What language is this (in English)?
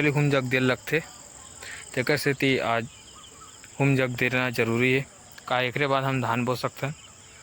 Chhattisgarhi